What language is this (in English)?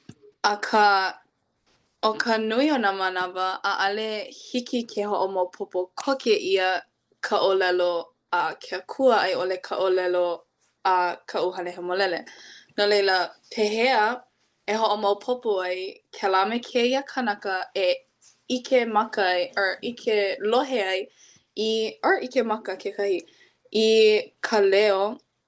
Hawaiian